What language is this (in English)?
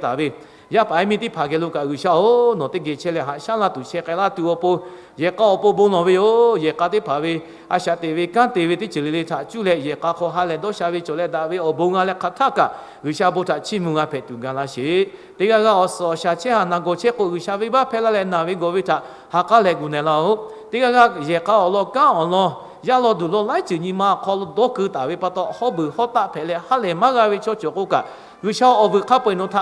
Lahu